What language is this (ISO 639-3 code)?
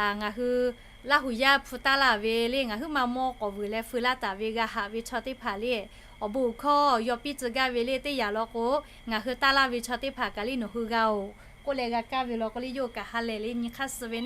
lhu